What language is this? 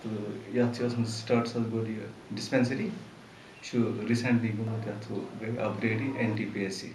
Kashmiri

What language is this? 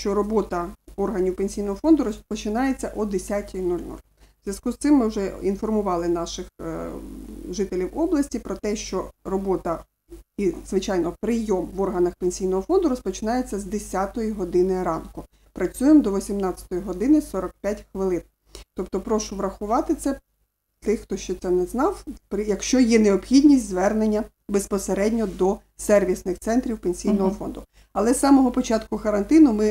Ukrainian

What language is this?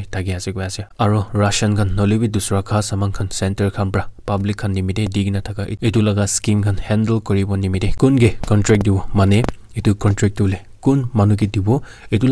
Naga Pidgin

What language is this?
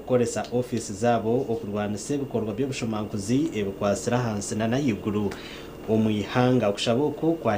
Nyankole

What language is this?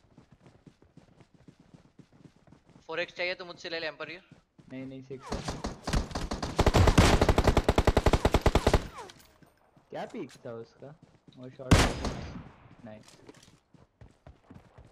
Hindi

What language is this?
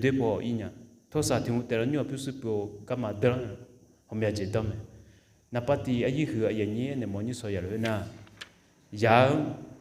Akha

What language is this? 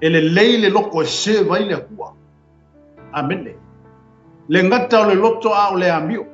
Samoan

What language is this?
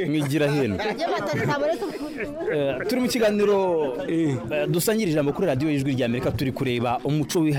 Kinyarwanda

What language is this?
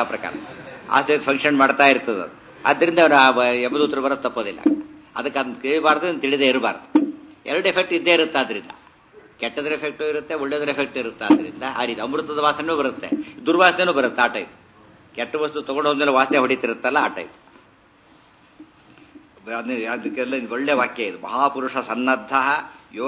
Kannada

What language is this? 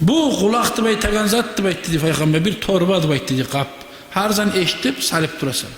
Kumyk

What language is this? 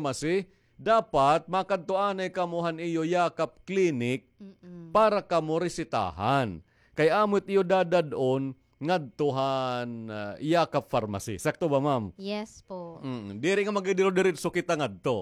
Waray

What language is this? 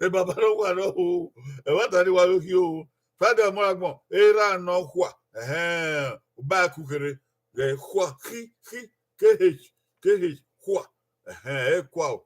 Bini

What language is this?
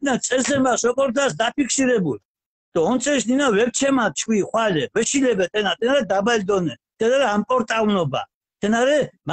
Mingrelian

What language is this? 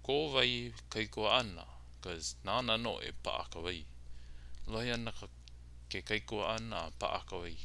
Hawaiian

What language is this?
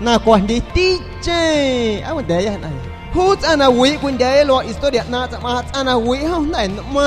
San Pedro Amuzgos Amuzgo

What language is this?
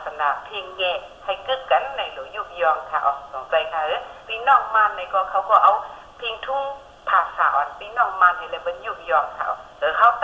Shan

